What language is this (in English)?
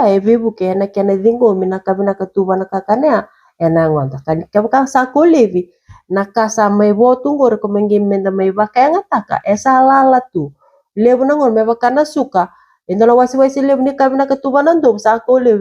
Fijian